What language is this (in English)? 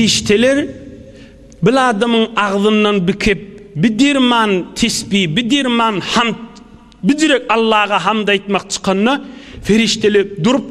Turkmen